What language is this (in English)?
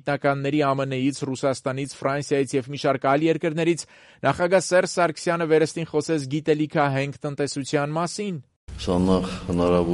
Armenian